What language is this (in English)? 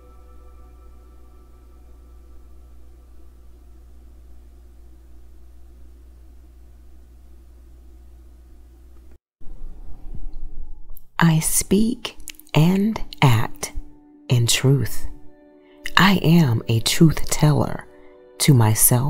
English